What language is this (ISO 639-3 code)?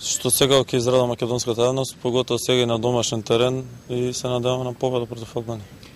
mkd